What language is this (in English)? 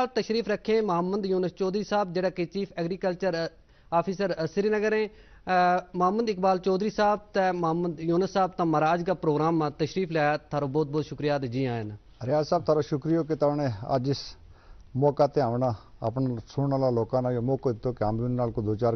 Gujari